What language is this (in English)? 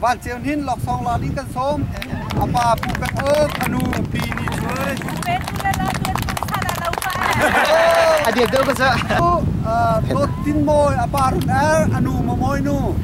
Hakha Chin